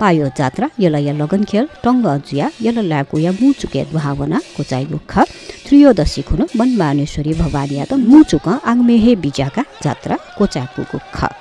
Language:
Newari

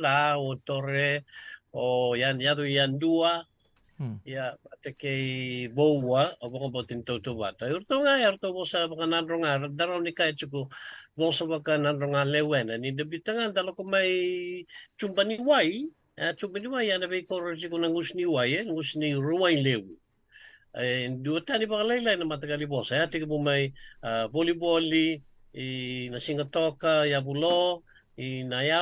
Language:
Fijian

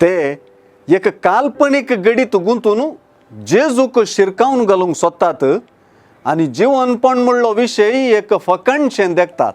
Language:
Konkani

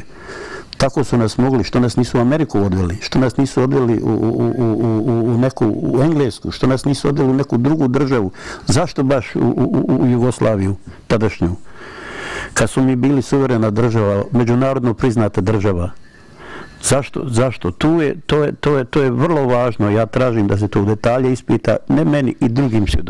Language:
Bosnian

